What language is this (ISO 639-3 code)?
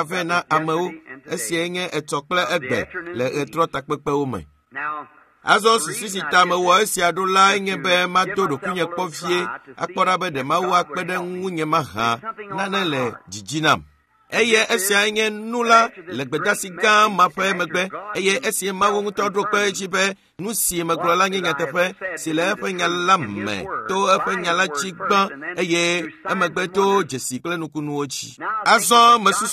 ewe